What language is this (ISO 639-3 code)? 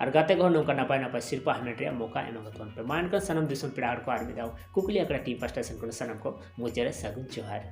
sat